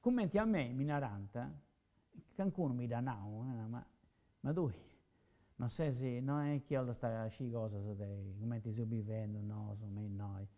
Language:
Sardinian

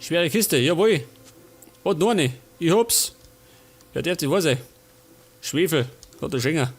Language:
Bavarian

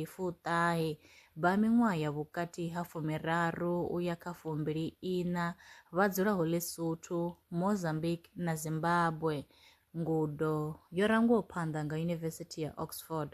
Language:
Venda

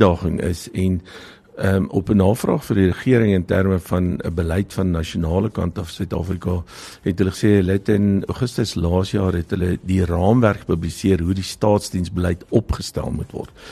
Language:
Afrikaans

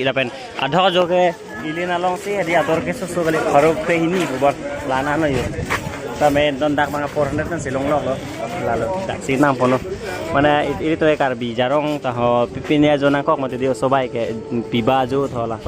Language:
Karbi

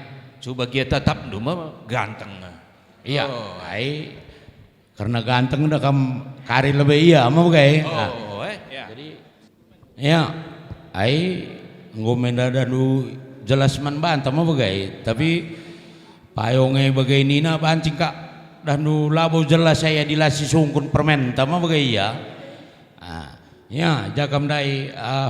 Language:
Batak Karo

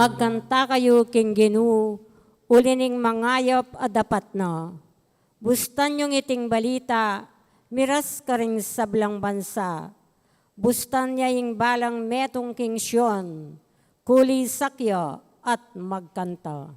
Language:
Pampanga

